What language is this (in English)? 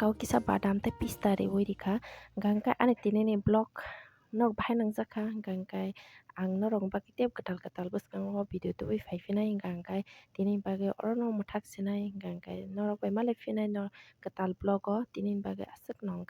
Kok Borok